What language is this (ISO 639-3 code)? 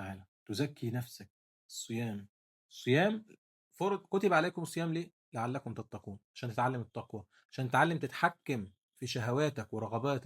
arz